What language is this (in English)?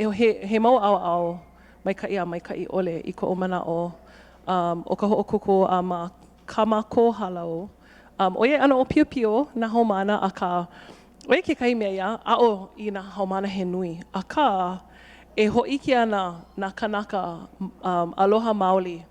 Hawaiian